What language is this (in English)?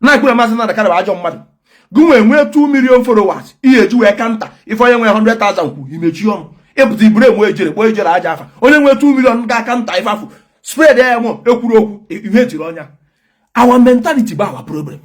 Igbo